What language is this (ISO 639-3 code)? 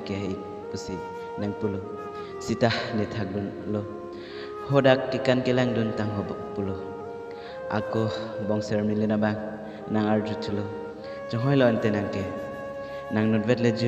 mjw